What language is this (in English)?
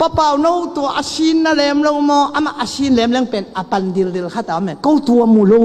Tedim Chin